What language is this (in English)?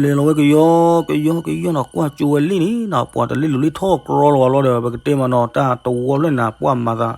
S'gaw Karen